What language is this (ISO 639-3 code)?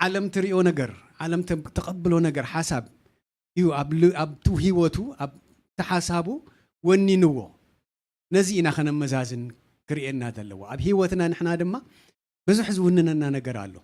tir